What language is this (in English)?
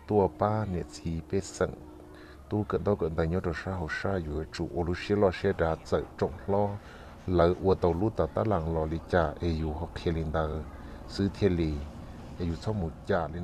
Hmong